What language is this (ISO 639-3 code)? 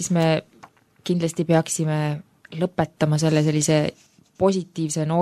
est